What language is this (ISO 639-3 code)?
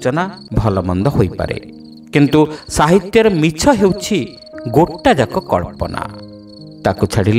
ori